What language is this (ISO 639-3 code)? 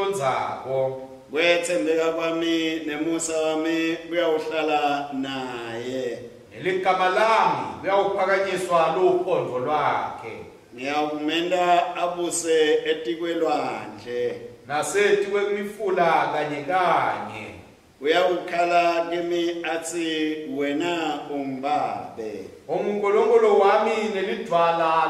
ssw